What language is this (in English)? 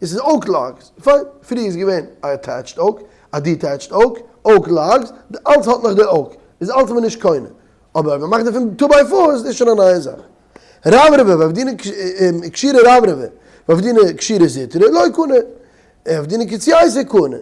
Yiddish